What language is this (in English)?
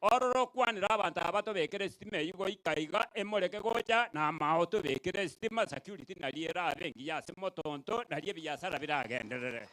Gusii